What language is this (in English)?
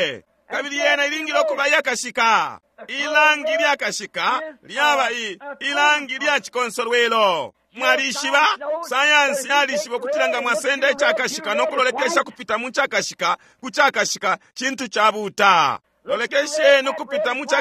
Bemba